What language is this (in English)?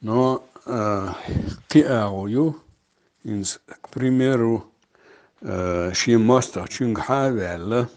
Chechen